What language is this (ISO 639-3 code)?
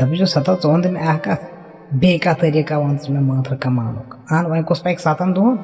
kas